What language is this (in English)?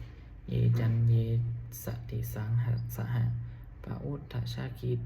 Pali